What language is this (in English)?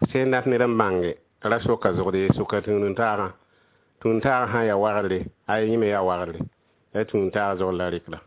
Mossi